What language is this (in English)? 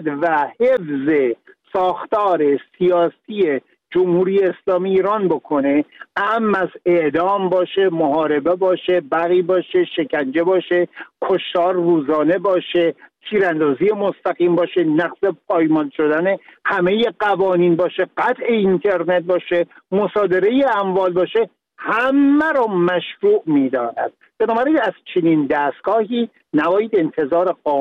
Persian